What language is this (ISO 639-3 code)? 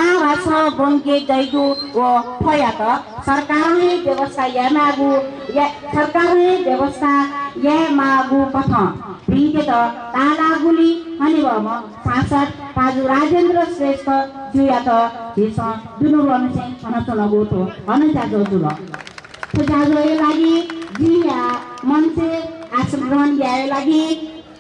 new